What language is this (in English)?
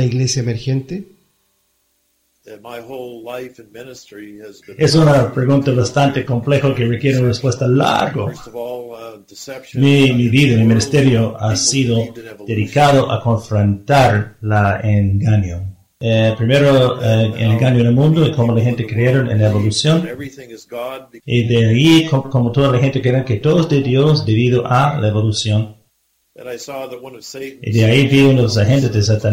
Spanish